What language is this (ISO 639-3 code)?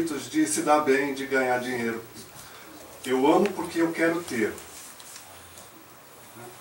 por